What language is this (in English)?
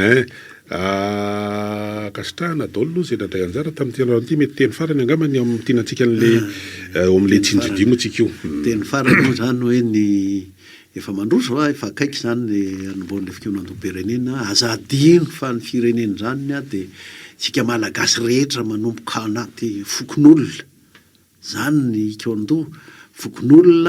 Malagasy